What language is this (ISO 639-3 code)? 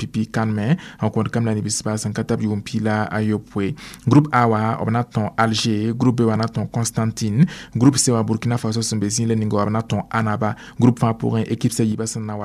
mos